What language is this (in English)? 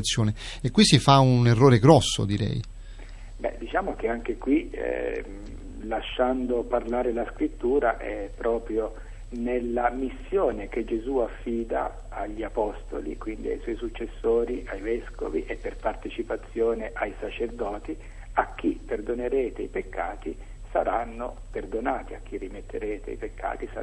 Italian